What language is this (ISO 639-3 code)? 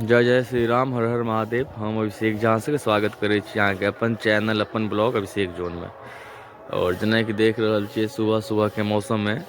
mai